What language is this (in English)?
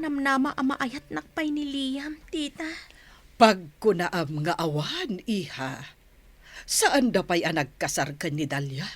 Iloko